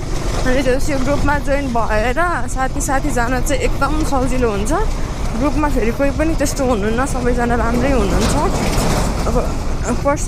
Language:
Nepali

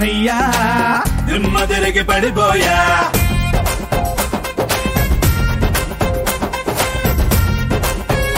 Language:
Telugu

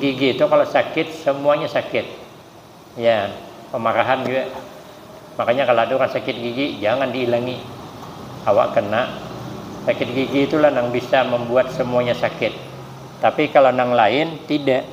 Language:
Banjar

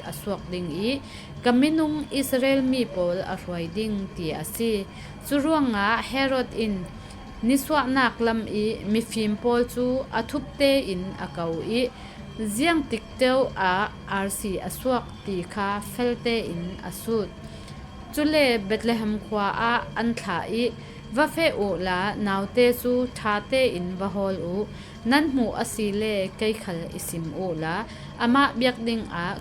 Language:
Falam Chin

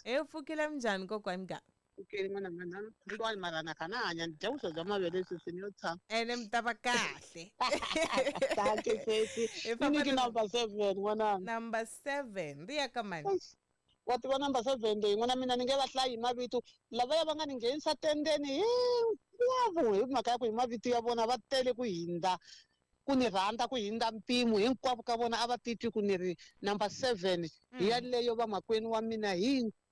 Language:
Tsonga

